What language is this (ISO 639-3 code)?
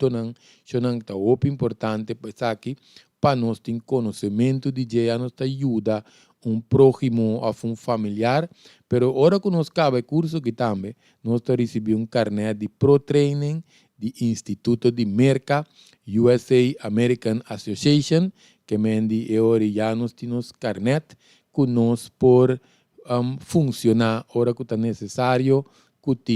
pap